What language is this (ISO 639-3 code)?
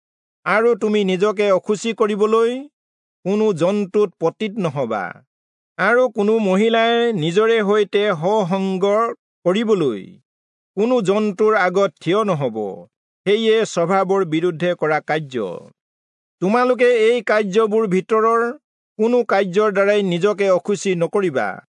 asm